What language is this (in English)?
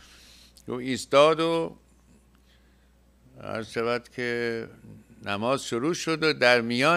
Persian